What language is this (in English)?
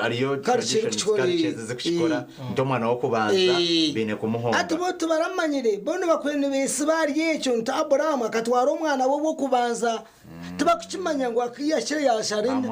Nyankole